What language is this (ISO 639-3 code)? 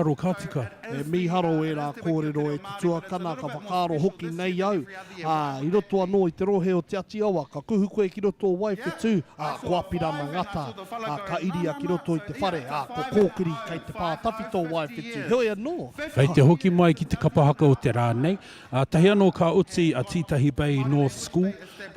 mri